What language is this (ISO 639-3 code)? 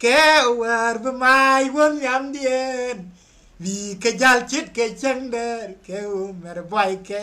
nus